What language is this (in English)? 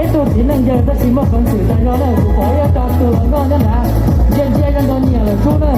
Hmong